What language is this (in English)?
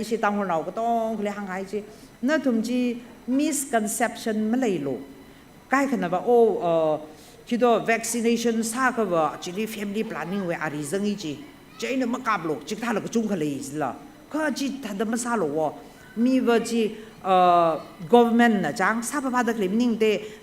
Tangkhul Naga (India)